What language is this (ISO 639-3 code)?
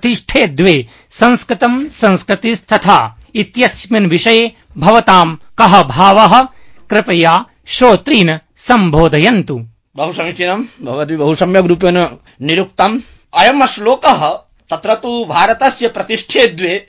san